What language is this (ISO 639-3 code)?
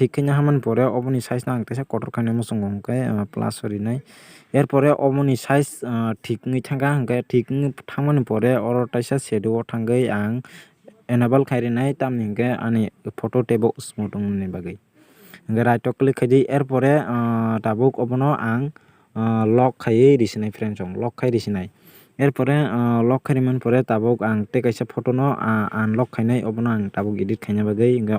trp